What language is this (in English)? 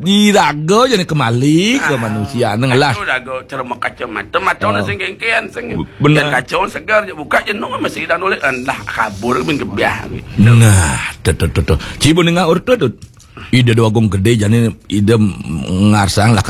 Balinese